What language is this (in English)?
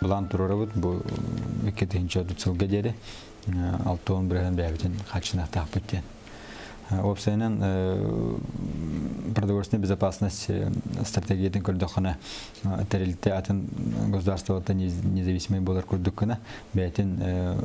Yakut